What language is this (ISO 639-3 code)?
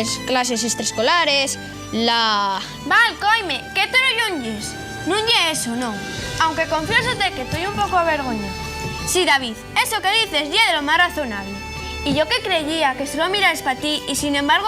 ast